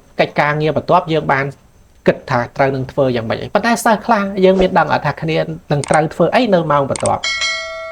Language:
Khmer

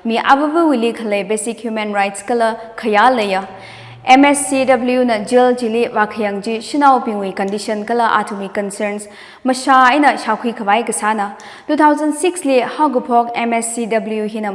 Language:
Tangkhul Naga (India)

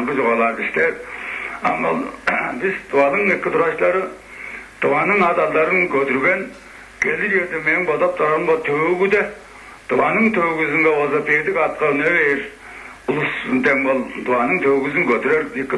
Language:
Tuvinian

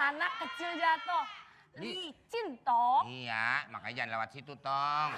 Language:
Betawi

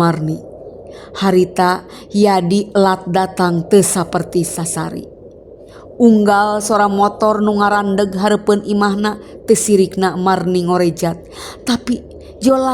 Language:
Sundanese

